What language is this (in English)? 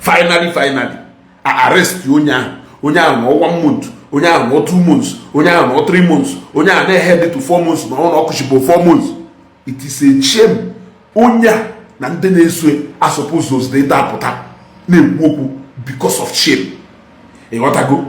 Igbo